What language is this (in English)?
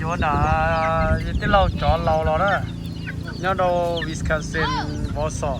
Hmong